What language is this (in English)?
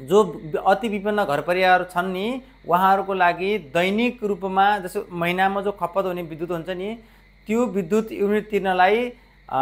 Nepali